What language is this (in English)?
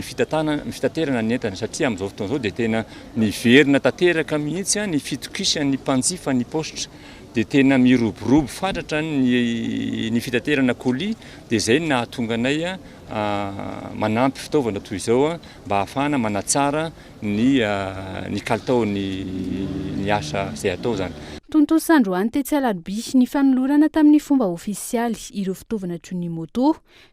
Malagasy